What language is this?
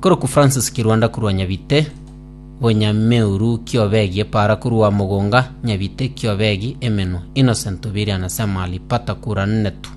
Gusii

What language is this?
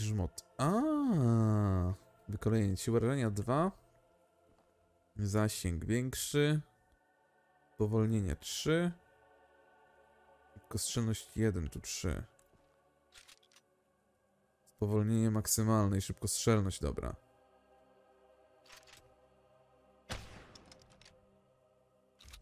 Polish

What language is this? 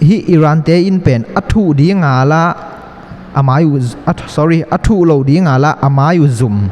Tedim Chin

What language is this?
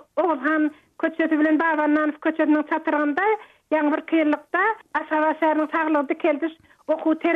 Turkmen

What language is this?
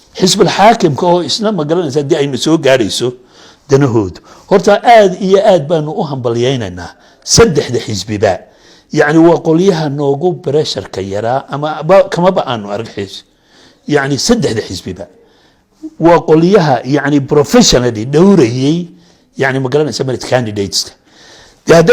Somali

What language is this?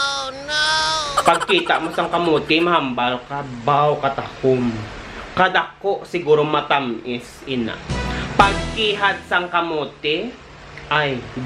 Hiligaynon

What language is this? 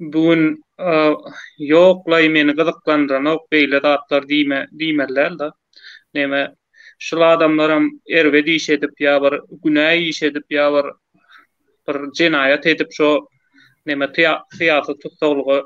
Turkmen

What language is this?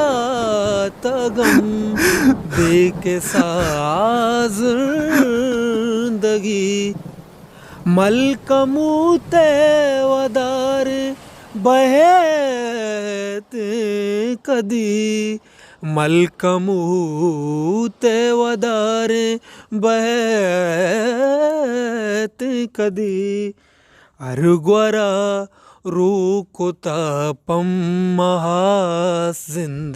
Baluchi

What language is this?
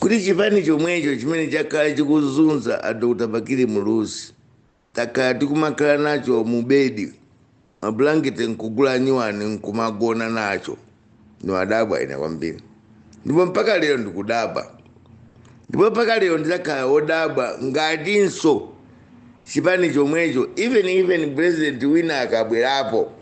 Nyanja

